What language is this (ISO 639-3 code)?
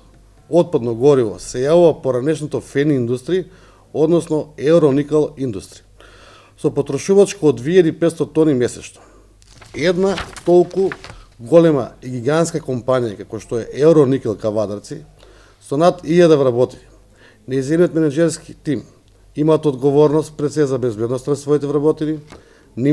mkd